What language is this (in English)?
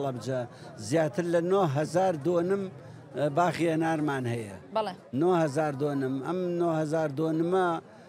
Central Kurdish